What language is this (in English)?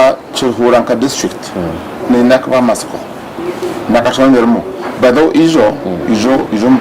Nyankole